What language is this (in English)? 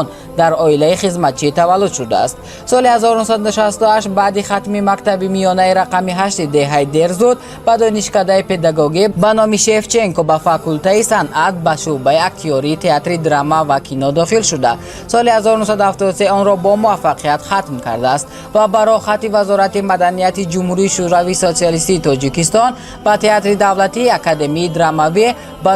Tajik